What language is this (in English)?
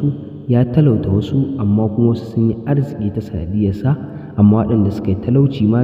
Hausa